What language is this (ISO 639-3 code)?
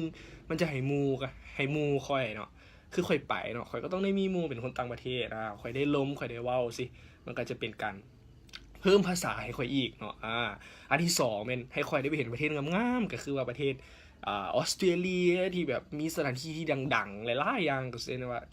lao